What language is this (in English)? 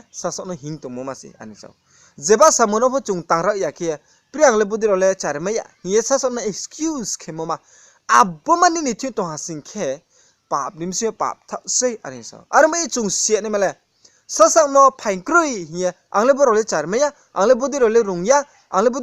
Riang (India)